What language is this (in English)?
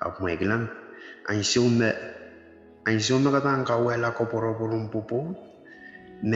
Pohnpeian